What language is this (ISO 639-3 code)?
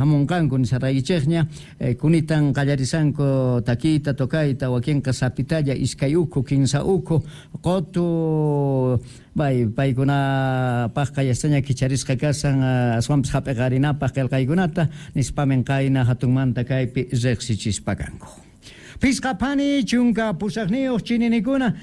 que